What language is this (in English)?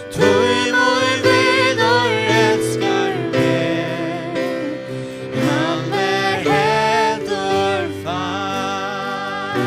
Faroese